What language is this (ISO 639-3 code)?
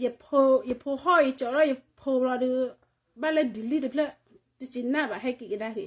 ksw